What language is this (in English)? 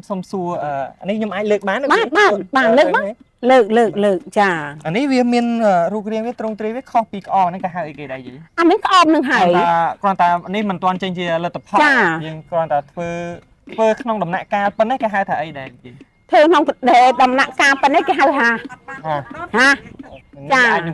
Khmer